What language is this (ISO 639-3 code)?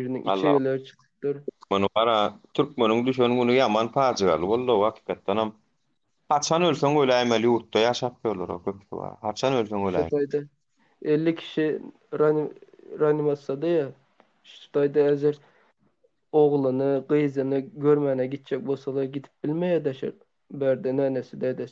tuk